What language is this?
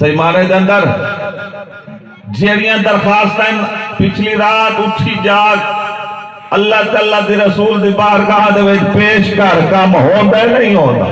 Saraiki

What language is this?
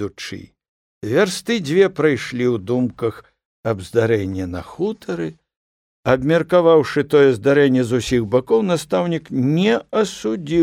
Belarusian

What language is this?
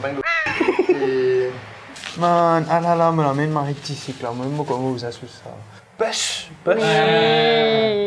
Morisyen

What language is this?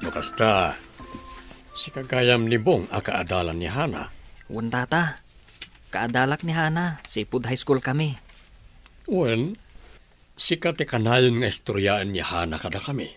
Iloko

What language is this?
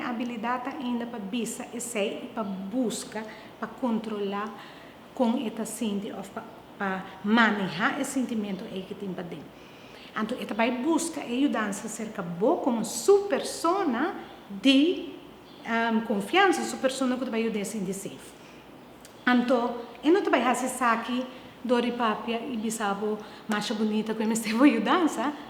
Papiamento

